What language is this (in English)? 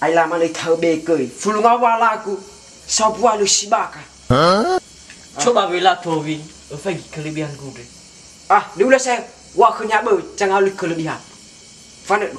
Nias